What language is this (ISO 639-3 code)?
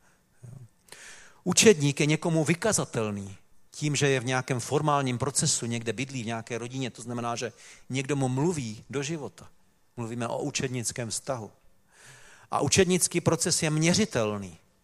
ces